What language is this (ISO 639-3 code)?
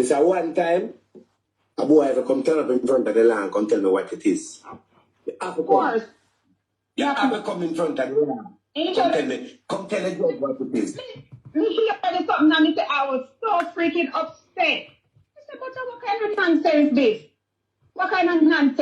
jam